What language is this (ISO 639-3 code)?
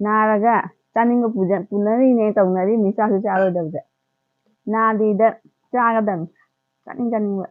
mni